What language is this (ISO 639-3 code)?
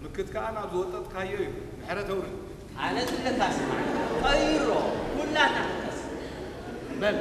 tir